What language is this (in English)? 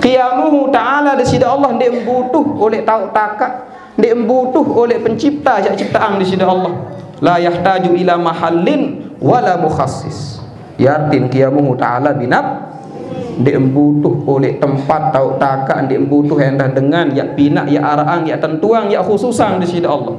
Sasak